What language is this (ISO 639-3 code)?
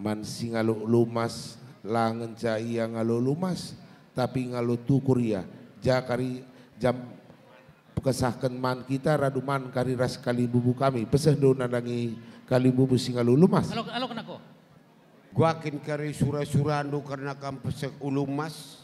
btx